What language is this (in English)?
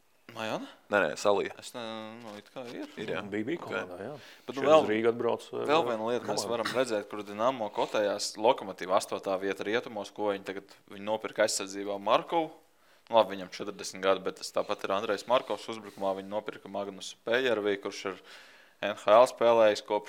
Latvian